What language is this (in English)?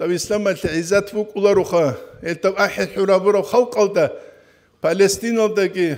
Avaric